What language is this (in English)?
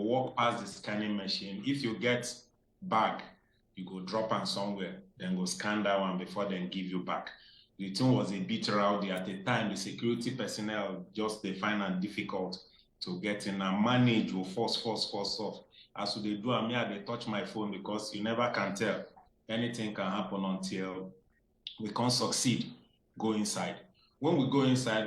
Nigerian Pidgin